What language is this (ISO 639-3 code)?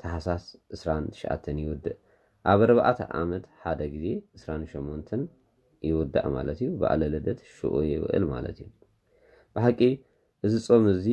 tir